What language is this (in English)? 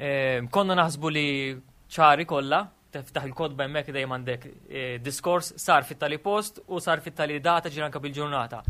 Maltese